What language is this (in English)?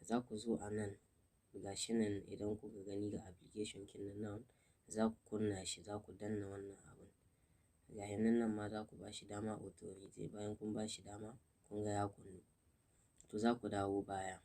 Hausa